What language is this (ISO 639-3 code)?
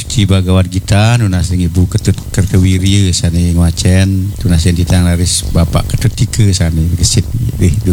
ban